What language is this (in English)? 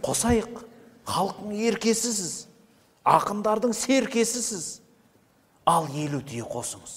Kazakh